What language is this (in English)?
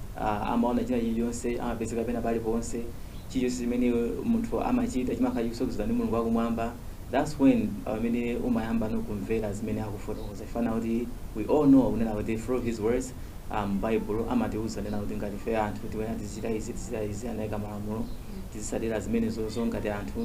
Nyanja